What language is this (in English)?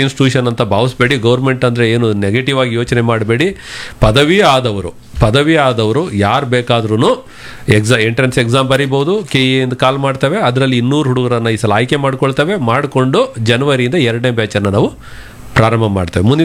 Kannada